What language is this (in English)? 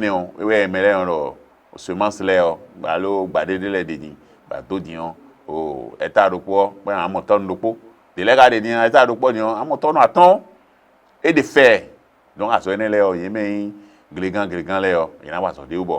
Fon